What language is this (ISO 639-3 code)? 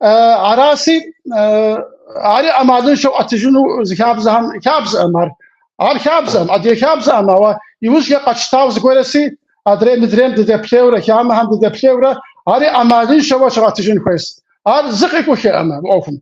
kbd